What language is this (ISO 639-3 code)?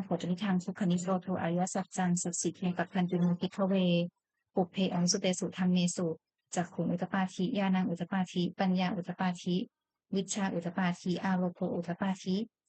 pli